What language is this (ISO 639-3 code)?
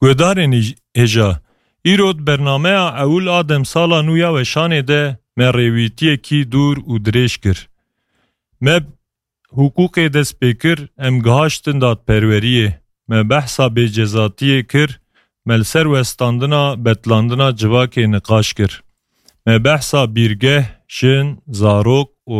kur